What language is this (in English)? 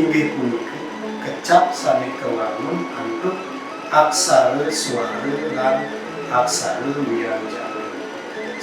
Balinese